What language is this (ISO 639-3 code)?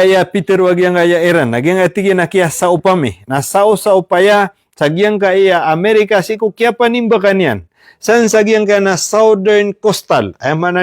mrw